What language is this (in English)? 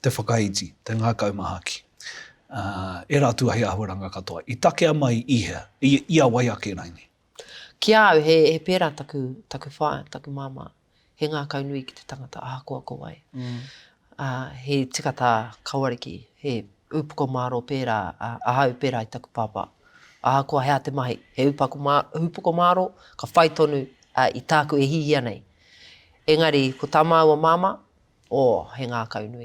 Māori